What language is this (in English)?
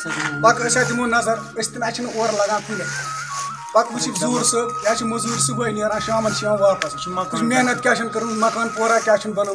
Kashmiri